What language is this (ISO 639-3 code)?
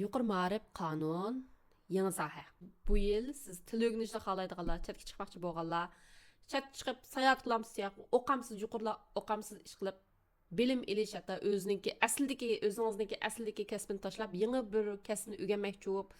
uig